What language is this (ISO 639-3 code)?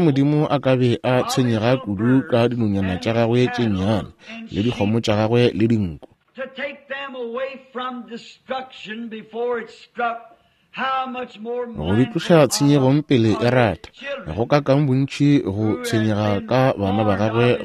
nso